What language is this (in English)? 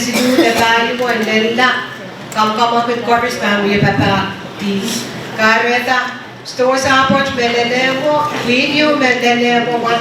Pohnpeian